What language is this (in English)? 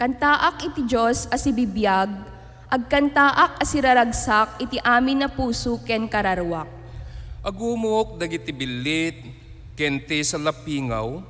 Iloko